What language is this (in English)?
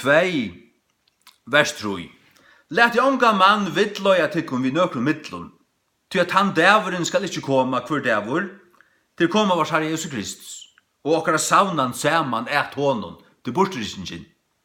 Faroese